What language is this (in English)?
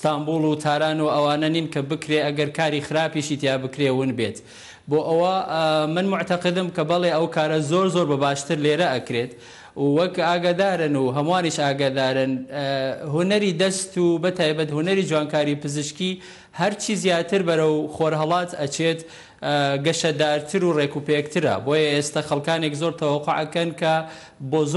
Central Kurdish